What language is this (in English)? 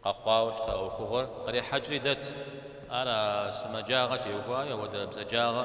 Kabardian